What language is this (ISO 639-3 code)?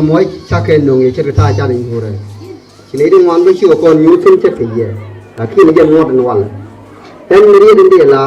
nus